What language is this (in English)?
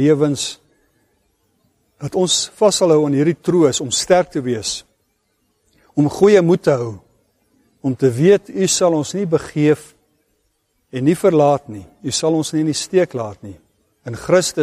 Afrikaans